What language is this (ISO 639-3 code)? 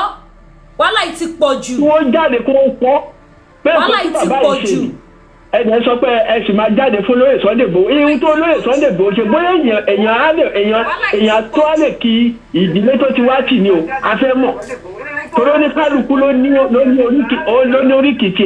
yor